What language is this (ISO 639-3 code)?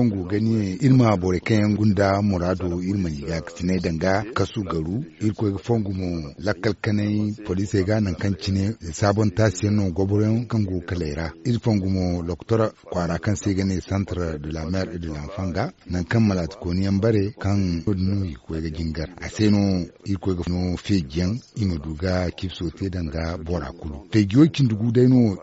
dje